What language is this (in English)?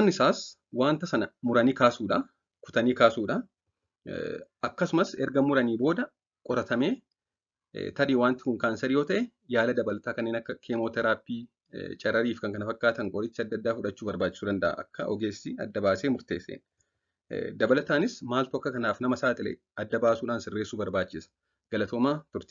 Oromo